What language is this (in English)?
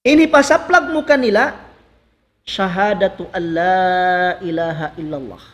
Tausug